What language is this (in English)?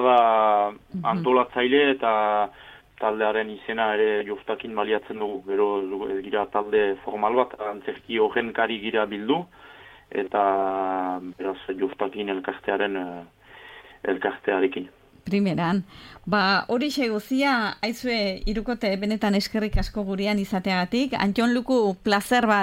Basque